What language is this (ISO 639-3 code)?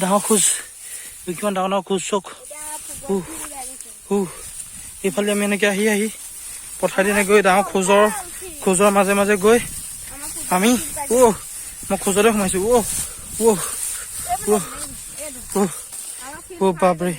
asm